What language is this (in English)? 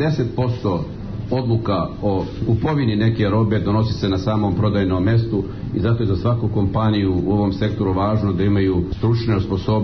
Serbian